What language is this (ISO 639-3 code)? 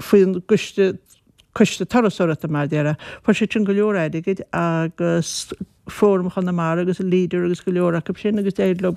gle